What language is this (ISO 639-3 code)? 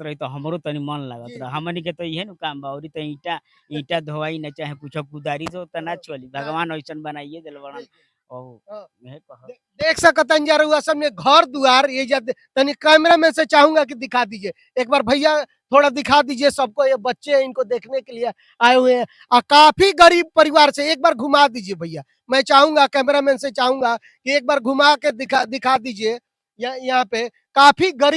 bho